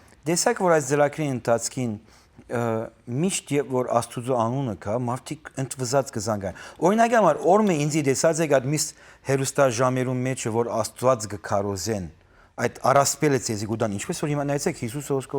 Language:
Western Armenian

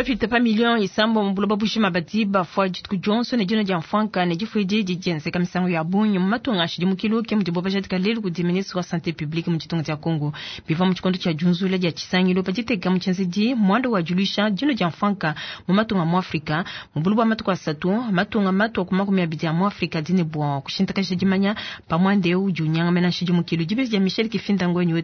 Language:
Luba-Lulua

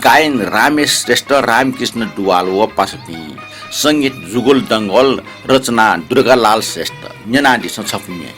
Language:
Newari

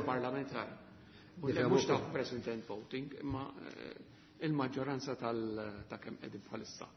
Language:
Maltese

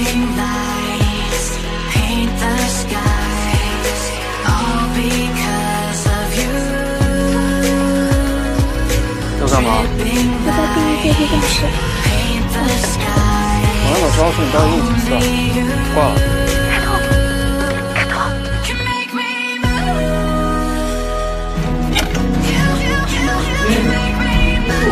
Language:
Chinese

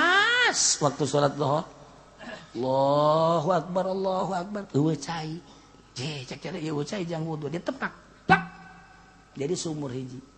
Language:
Sundanese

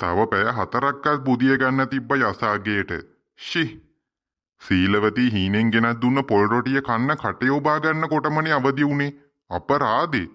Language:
Sinhala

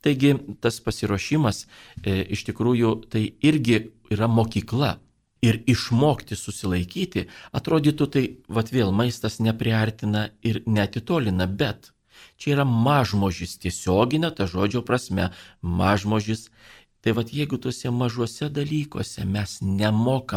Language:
Lithuanian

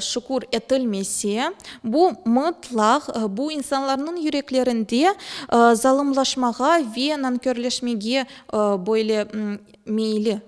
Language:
Crimean Tatar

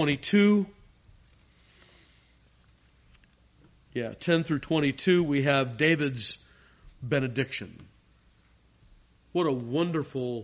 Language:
English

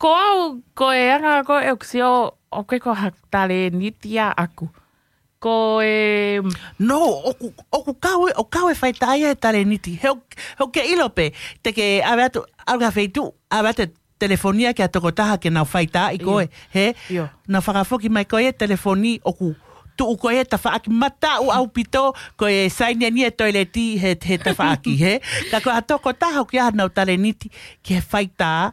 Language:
Tongan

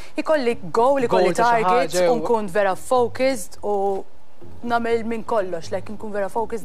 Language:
Maltese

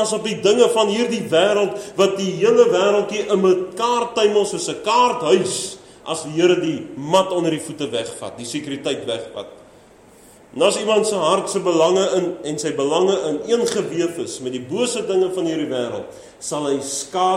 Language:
Afrikaans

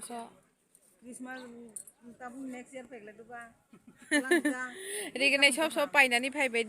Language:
Kok Borok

